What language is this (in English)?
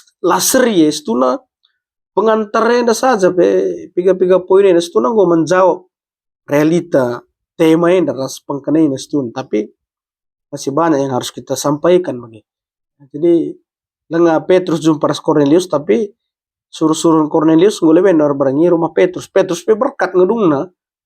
Batak Karo